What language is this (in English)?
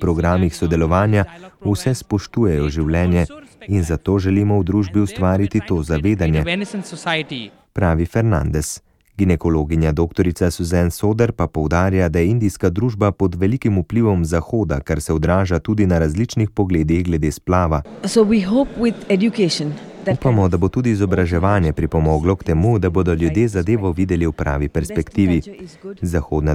Slovenian